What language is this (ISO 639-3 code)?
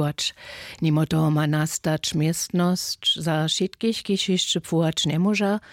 hsb